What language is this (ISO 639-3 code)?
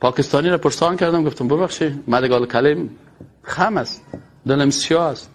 fas